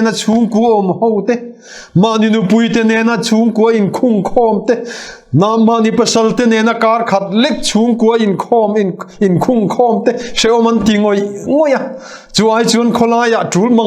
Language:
Mizo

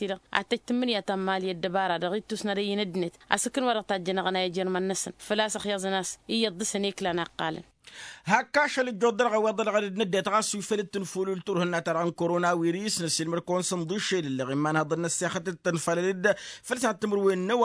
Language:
Tamasheq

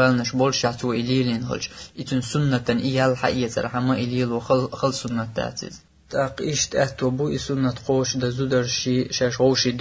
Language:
Chechen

